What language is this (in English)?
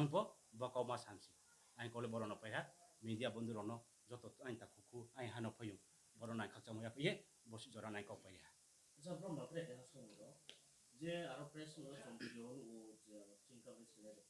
Riang (India)